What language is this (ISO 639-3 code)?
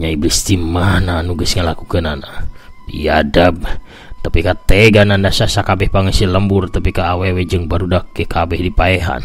sun